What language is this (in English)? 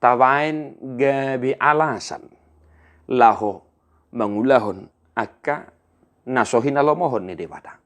Batak Toba